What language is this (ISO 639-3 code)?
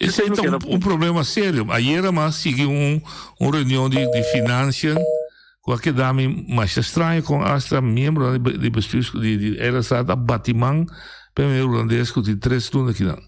pap